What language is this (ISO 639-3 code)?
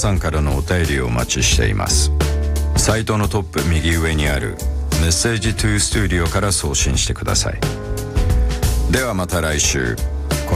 jpn